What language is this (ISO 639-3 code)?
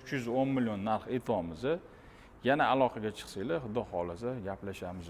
uzb